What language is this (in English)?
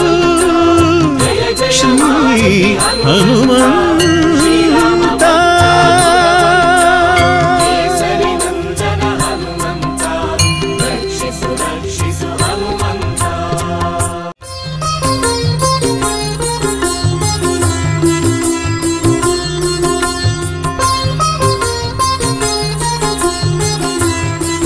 Kannada